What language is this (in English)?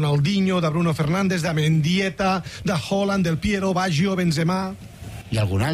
Catalan